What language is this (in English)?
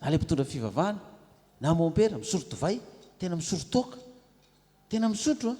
Malagasy